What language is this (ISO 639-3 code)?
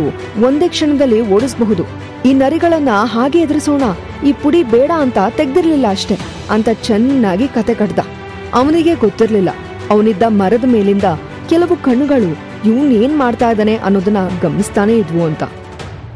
kan